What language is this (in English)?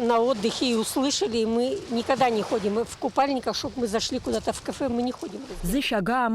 Abkhazian